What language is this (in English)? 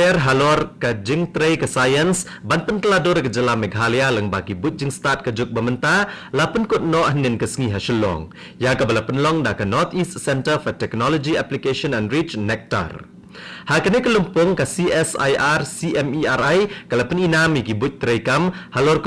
Khasi